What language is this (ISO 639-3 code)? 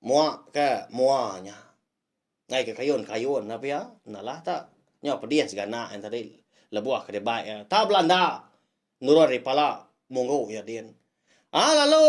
iba